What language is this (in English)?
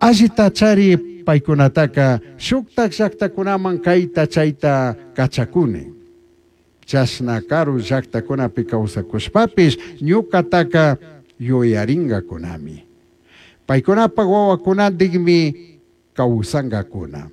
Chimborazo Highland Quichua